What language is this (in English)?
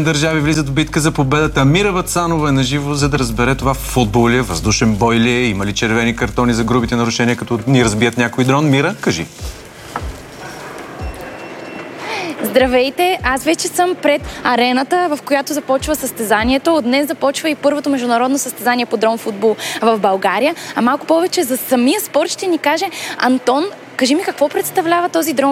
Bulgarian